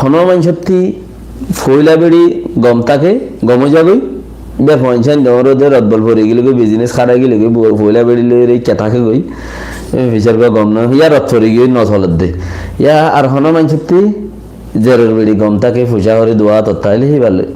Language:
Rohingya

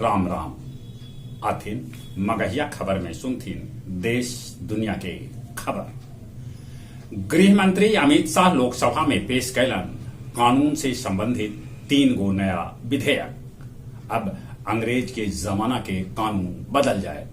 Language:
Magahi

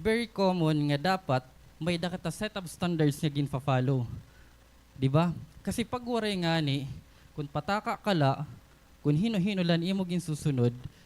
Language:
Waray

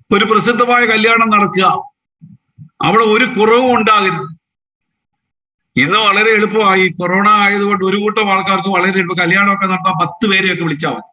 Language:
Malayalam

